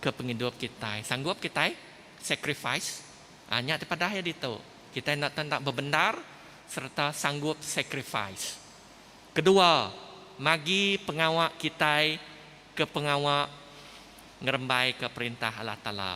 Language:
Iban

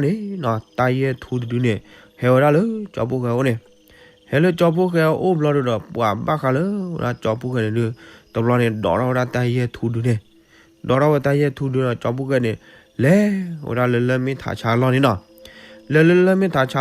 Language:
S'gaw Karen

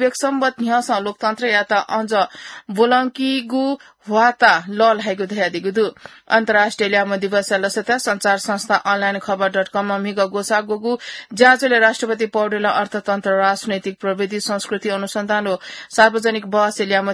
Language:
Newari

